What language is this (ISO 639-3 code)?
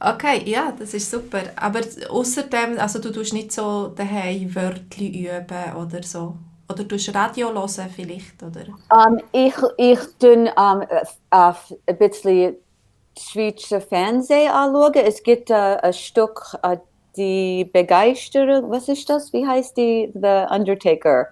gsw